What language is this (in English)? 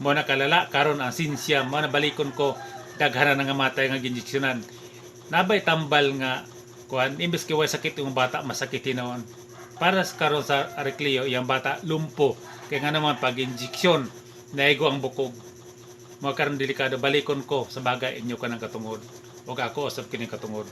Cebuano